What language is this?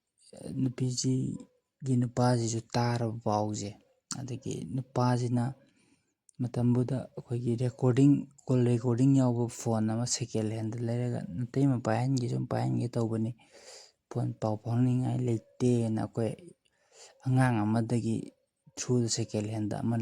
Manipuri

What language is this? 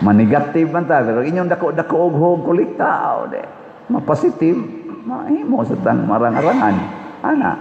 Cebuano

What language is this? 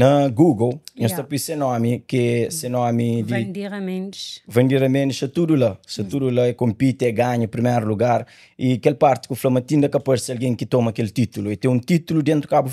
Kabuverdianu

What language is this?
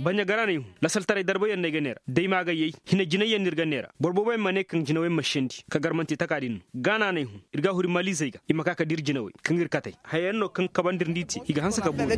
Zarma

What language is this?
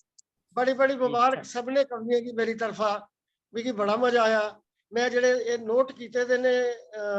Dogri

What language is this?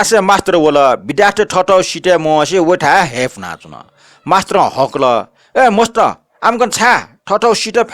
Newari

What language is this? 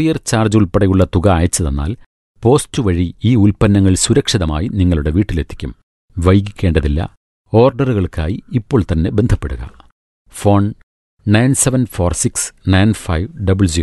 Malayalam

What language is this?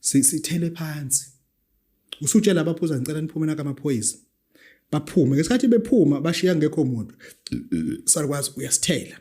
Zulu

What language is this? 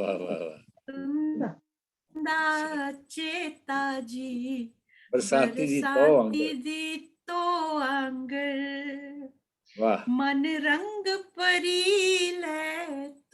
Dogri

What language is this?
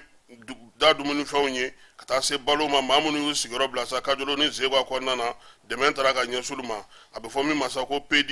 Bambara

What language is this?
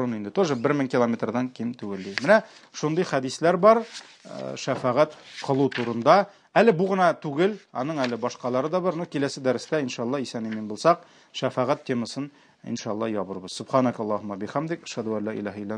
Tatar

